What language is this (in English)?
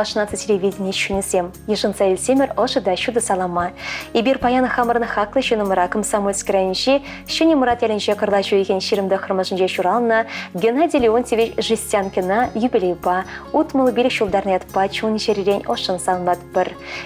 Chuvash